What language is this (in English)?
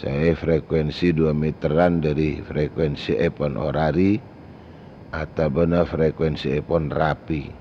Madurese